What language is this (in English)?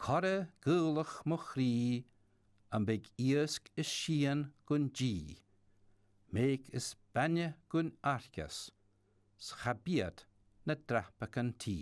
Scottish Gaelic